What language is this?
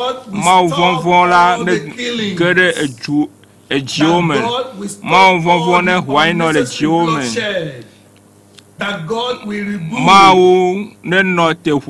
Ewe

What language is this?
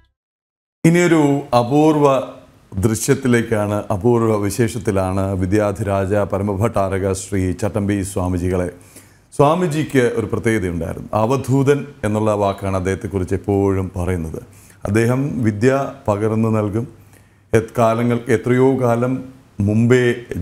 Malayalam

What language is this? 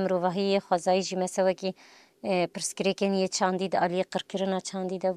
Kurdish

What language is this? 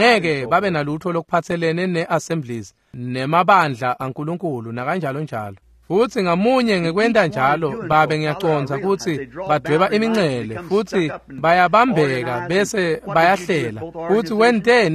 Swati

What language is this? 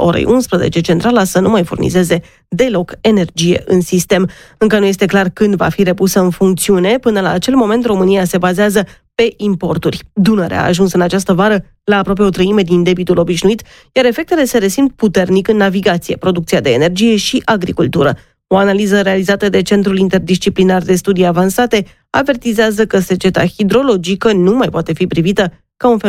Romanian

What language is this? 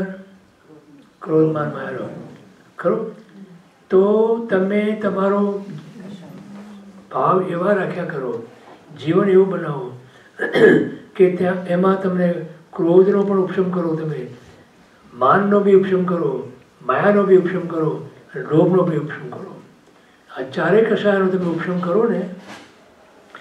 Gujarati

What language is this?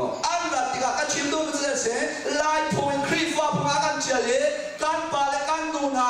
Hakha Chin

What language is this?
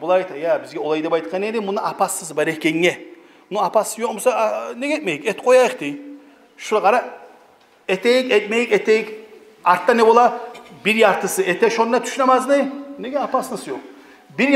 Kumyk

